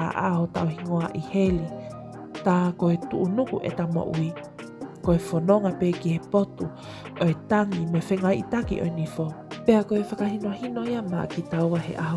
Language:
Tongan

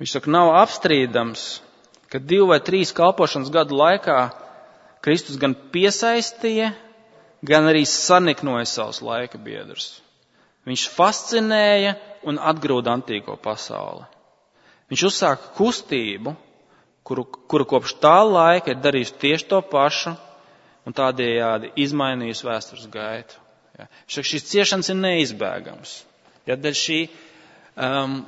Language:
Latvian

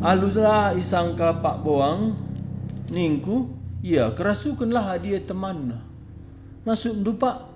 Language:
Batak Karo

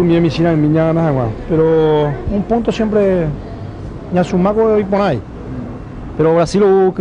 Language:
Guarani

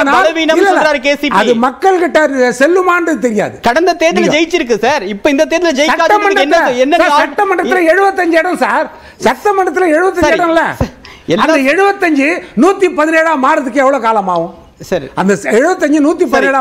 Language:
Tamil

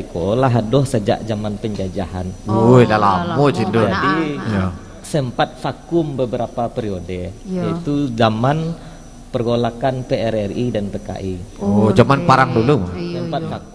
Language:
Minangkabau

